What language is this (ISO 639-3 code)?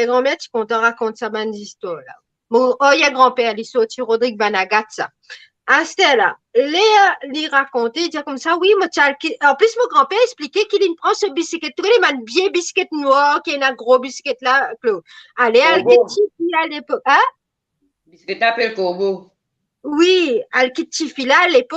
mfe